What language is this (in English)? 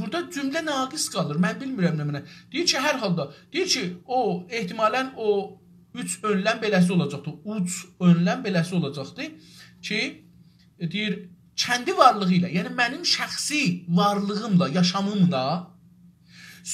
South Azerbaijani